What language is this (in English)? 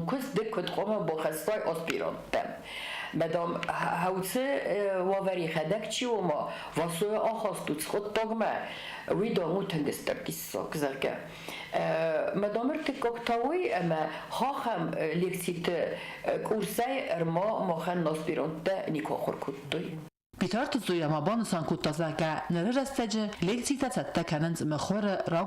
Ossetic